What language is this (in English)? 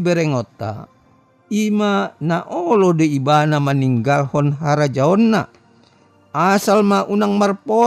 Batak Toba